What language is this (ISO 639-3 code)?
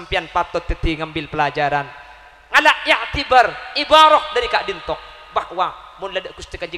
mad